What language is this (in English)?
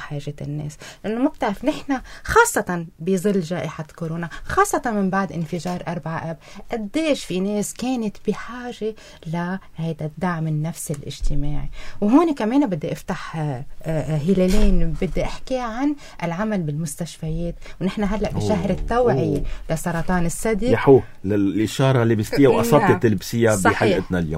North Levantine Arabic